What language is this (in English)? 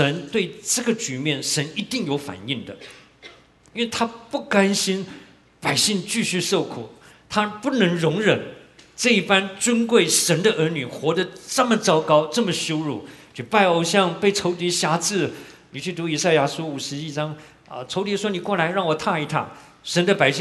Chinese